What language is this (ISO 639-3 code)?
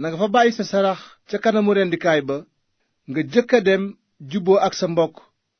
wol